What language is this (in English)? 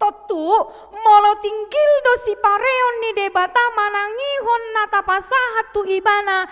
Batak Toba